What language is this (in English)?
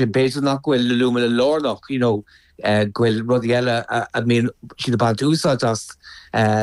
Irish